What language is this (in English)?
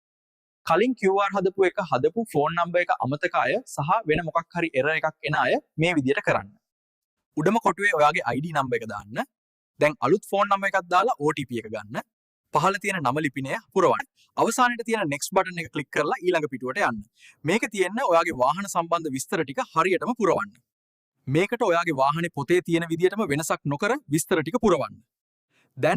Sinhala